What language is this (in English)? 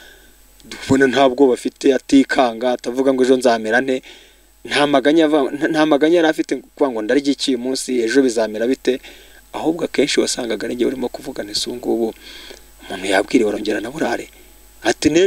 Kinyarwanda